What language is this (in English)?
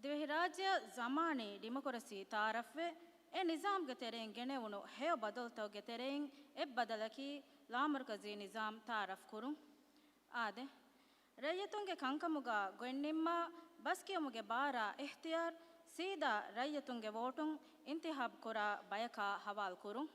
Divehi